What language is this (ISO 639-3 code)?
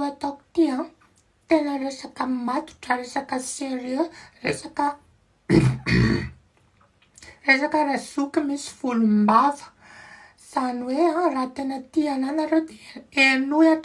mlg